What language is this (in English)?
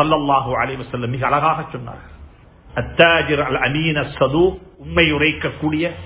Tamil